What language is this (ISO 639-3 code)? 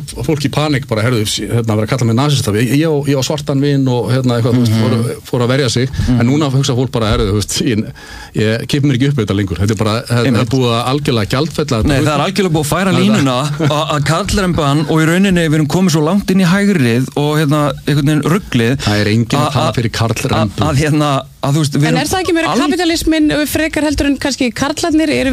isl